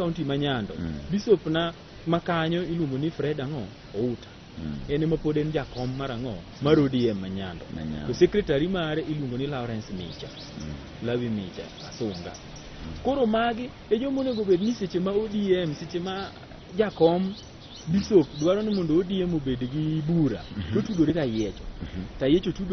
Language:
Luo (Kenya and Tanzania)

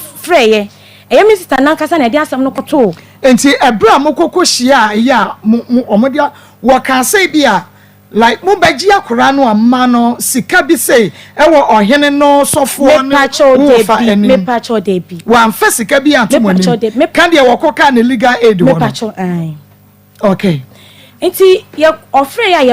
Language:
Akan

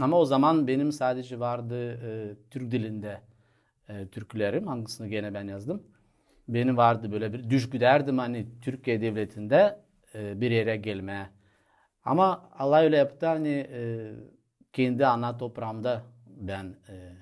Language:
Gagauz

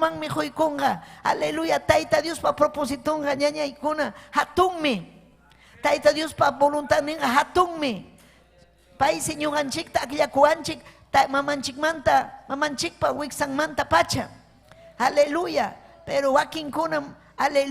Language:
Ayacucho Quechua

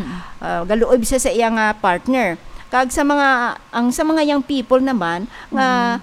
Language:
Hiligaynon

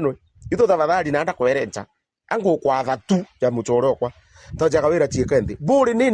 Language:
Meru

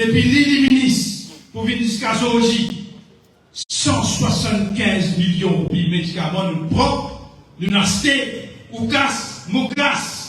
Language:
Morisyen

